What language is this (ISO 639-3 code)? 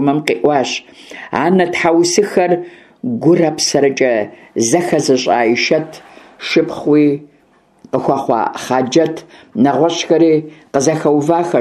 kbd